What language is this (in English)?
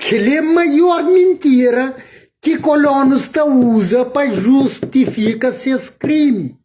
Kabuverdianu